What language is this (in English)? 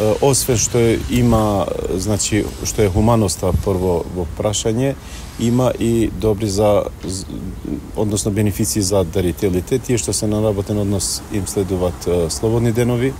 Macedonian